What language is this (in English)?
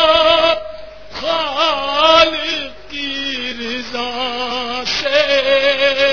Urdu